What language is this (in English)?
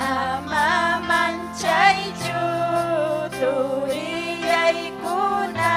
Ayacucho Quechua